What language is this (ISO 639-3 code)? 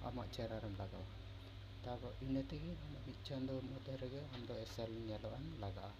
sat